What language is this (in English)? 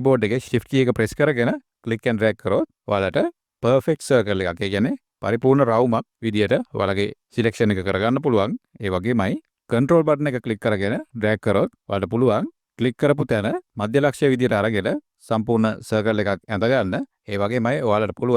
Sinhala